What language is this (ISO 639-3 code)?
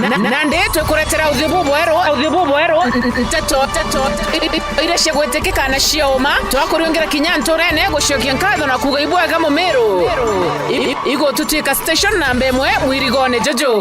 mer